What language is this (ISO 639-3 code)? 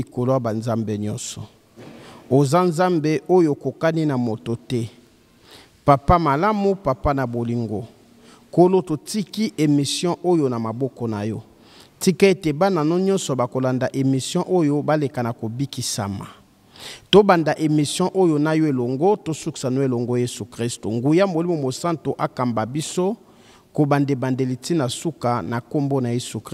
lin